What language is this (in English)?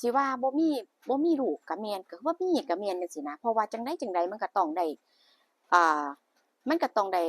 Northeastern Thai